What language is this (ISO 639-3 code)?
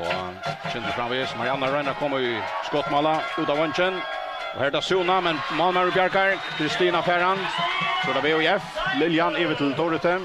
fao